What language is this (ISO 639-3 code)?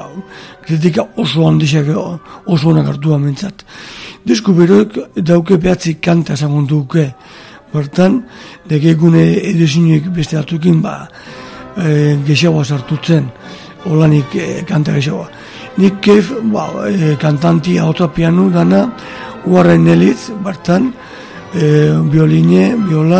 eus